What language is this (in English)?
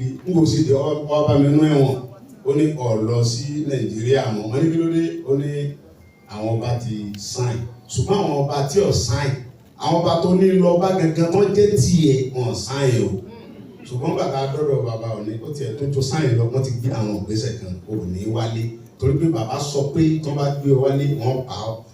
Yoruba